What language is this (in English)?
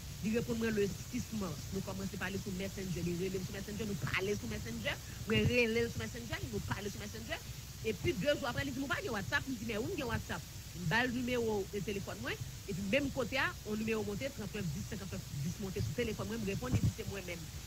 Haitian Creole